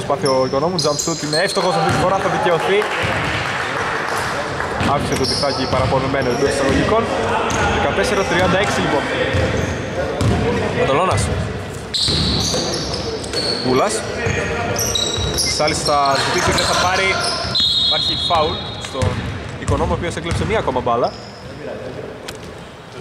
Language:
Greek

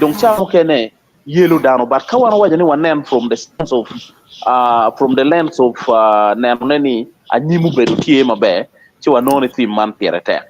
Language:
Acoli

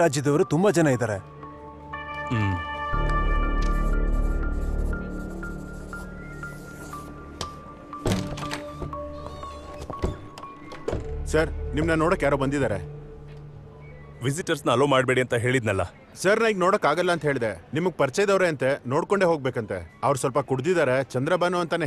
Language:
Kannada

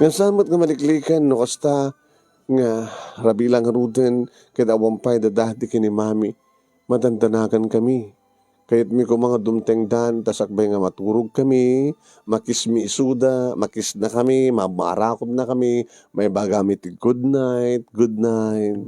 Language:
Iloko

